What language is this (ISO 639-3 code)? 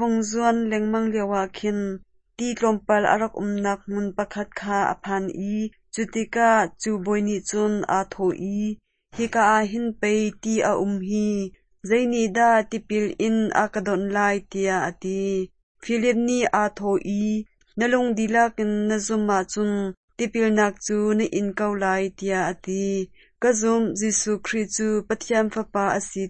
cnh